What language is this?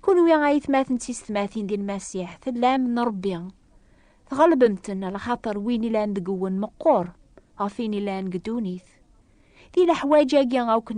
Kabyle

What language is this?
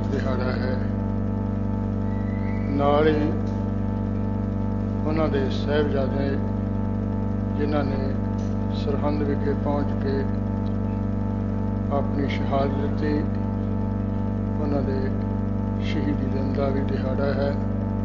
Punjabi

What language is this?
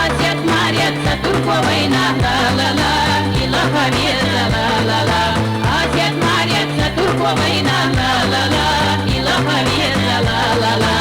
Chechen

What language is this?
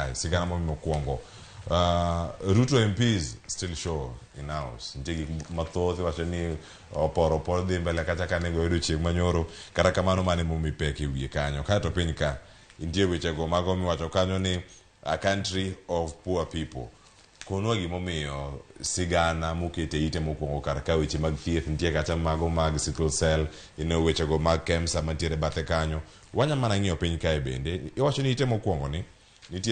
Luo (Kenya and Tanzania)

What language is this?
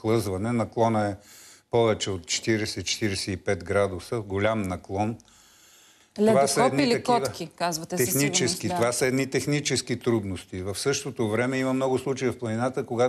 Bulgarian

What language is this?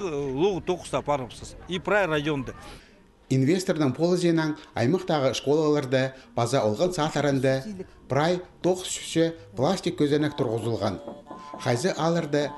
Khakas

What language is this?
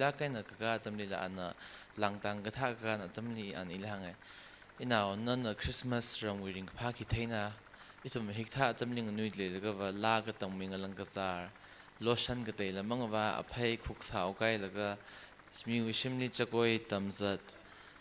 Tangkhul Naga (India)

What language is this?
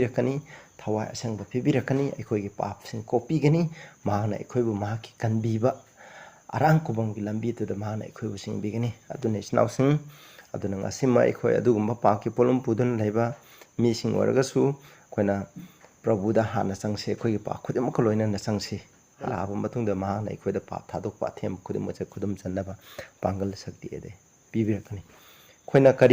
Manipuri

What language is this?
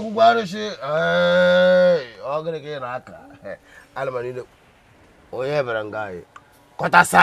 Nigerian Pidgin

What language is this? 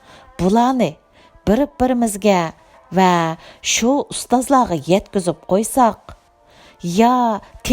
Uyghur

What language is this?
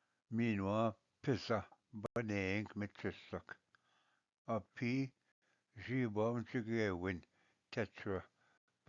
Ojibwa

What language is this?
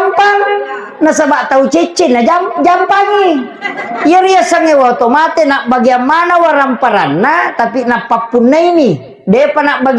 Buginese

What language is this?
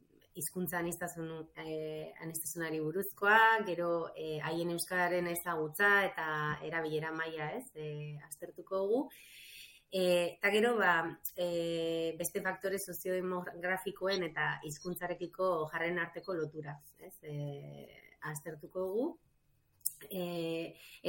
Basque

